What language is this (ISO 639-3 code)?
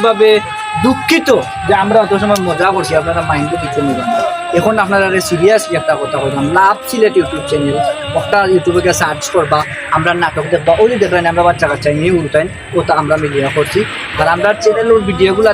syl